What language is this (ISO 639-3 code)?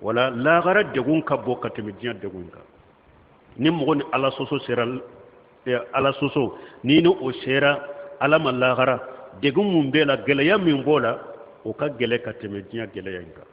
bam